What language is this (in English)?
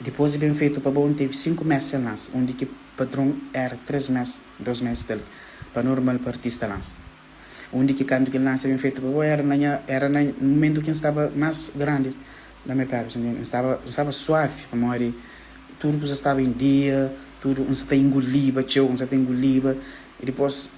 Kabuverdianu